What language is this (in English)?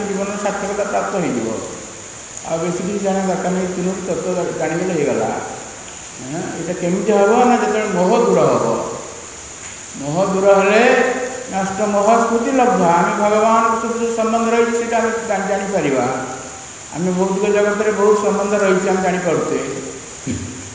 Odia